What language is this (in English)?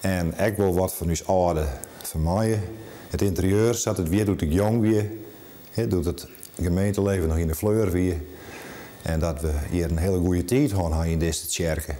Western Frisian